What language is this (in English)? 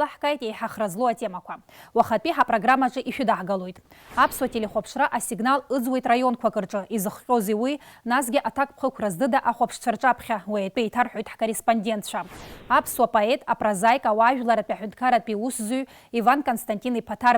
Abkhazian